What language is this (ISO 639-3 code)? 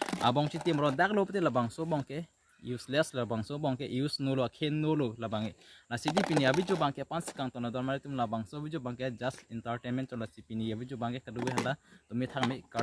mjw